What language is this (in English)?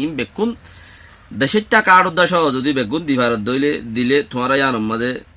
Rohingya